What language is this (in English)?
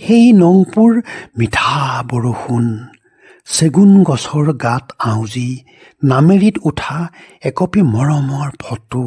Assamese